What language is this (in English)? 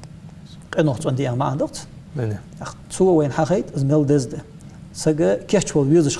Ingush